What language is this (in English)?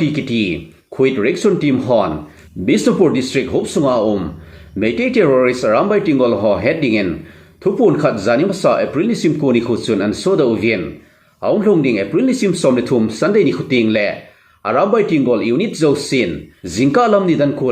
Thado Chin